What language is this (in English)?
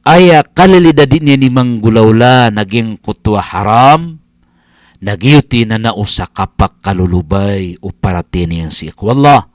Maranao